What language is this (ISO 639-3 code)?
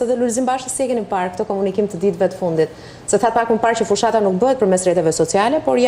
sqi